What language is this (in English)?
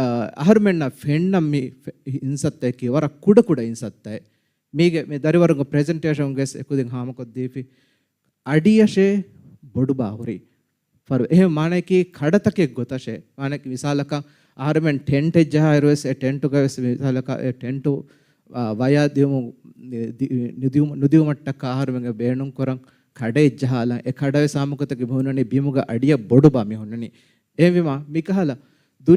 Divehi